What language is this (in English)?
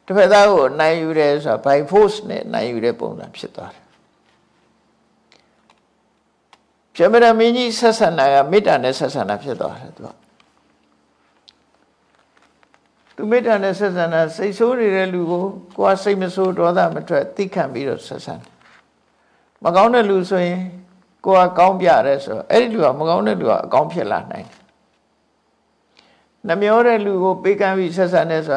Burmese